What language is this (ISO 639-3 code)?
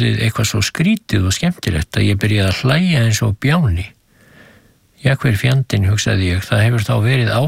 isl